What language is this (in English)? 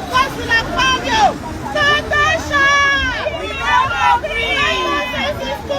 Nigerian Pidgin